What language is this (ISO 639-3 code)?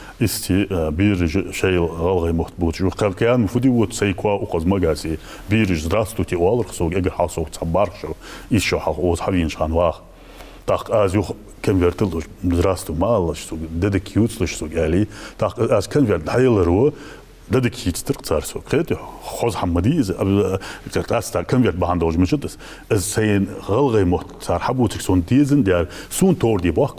inh